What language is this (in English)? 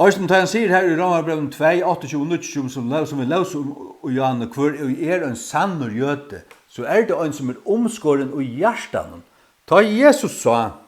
Faroese